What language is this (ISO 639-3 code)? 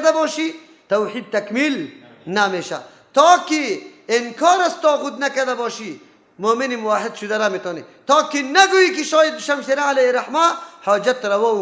fas